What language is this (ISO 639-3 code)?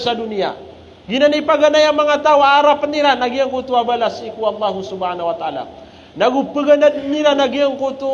mrw